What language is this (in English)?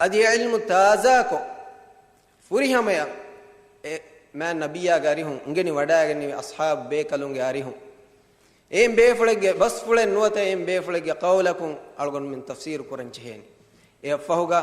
Divehi